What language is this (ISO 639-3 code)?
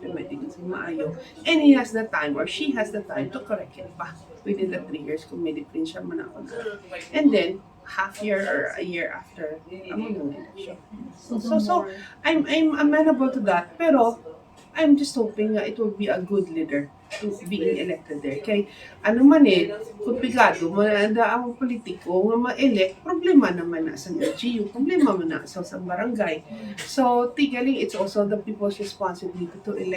hil